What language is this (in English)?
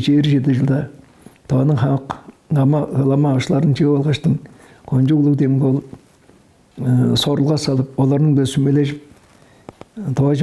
Tuvinian